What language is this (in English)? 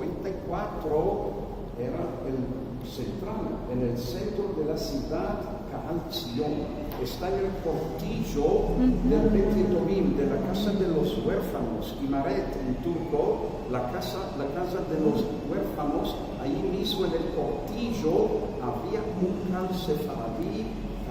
Ladino